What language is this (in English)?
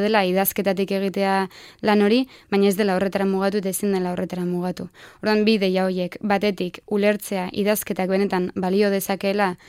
Basque